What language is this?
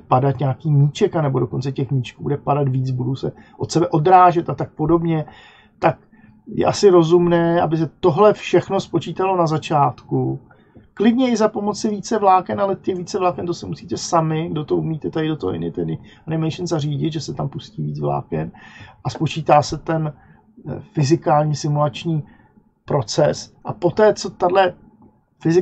Czech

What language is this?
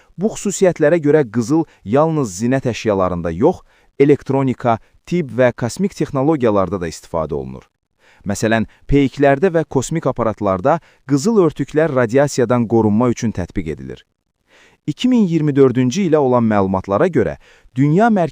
Azerbaijani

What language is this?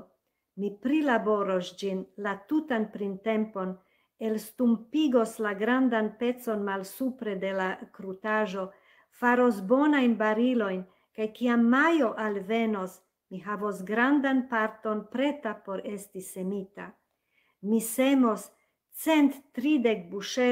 Esperanto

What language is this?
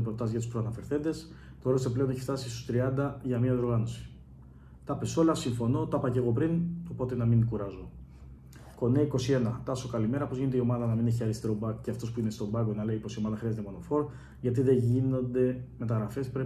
Greek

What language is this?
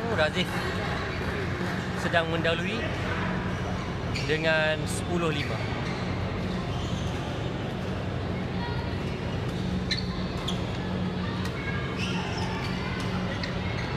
Malay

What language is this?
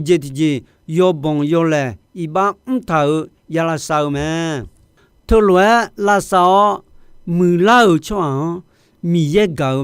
Akha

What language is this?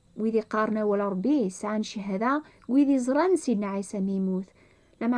Kabyle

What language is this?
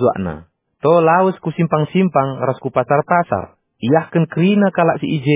Batak Karo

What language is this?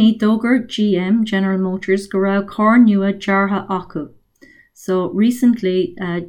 Irish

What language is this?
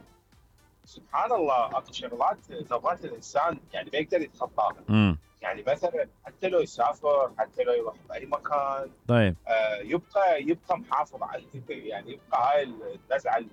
Mesopotamian Arabic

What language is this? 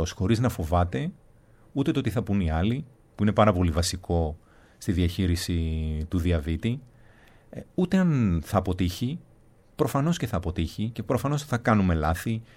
Greek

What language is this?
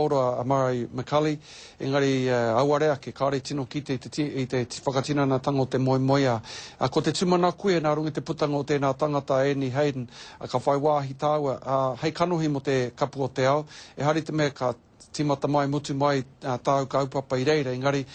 Māori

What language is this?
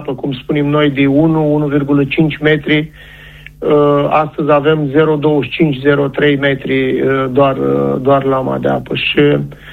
Romanian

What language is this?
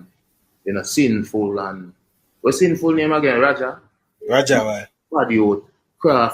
Jamaican Creole English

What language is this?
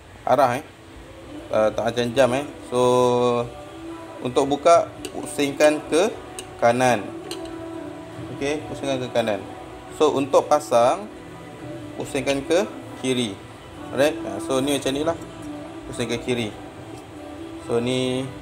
Malay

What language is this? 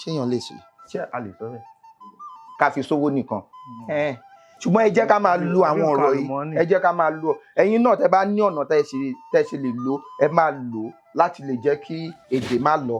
Yoruba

